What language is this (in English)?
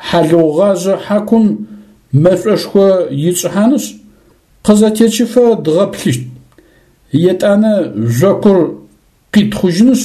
Adyghe